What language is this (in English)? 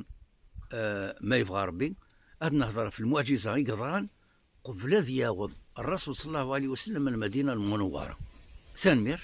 Kabyle